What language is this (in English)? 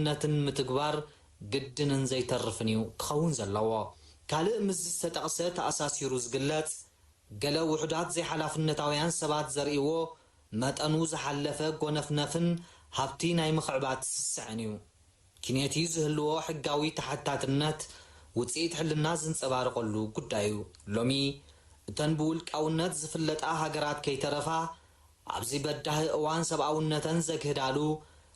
Tigrinya